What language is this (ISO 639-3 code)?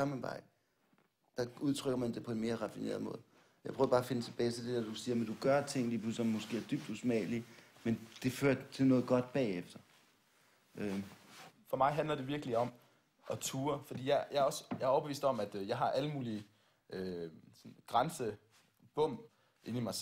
dan